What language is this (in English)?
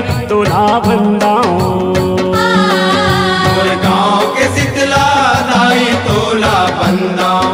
Chhattisgarhi